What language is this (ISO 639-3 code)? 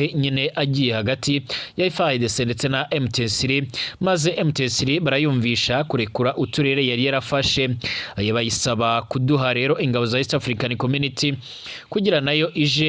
run